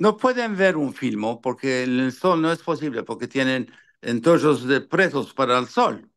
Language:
Ladino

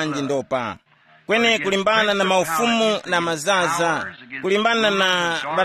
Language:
Tumbuka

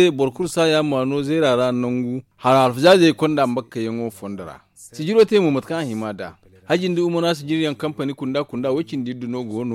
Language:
Zarma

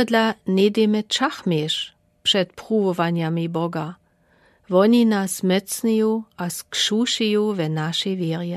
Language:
Lower Sorbian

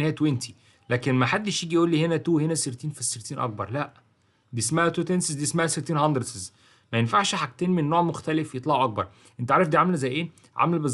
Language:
Egyptian Arabic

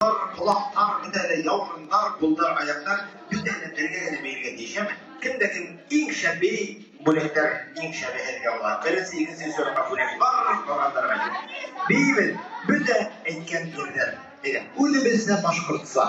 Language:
Bashkir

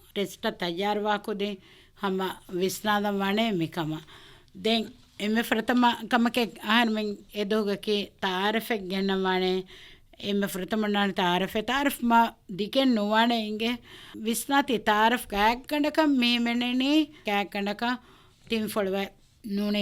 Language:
Divehi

